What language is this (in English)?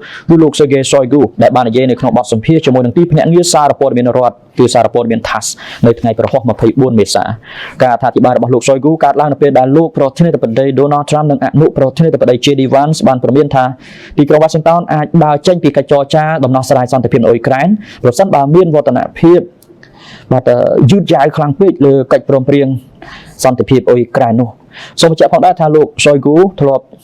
Khmer